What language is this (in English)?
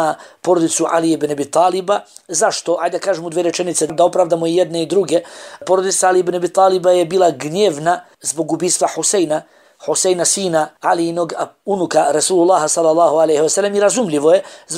Bosnian